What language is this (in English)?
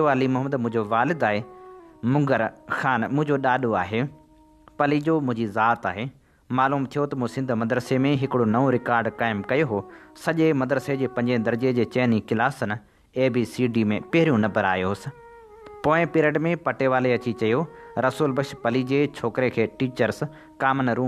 Sindhi